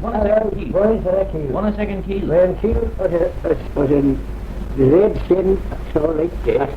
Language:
Manx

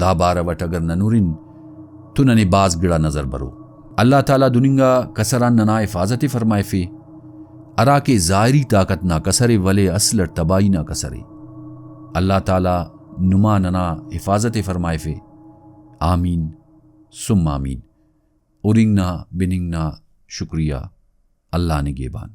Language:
Brahui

